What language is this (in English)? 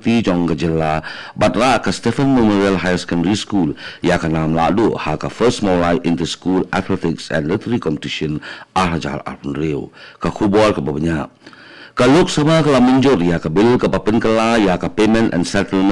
Khasi